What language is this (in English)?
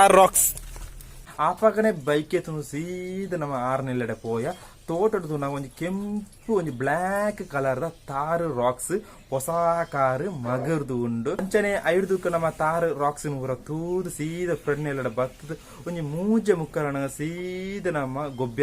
Tulu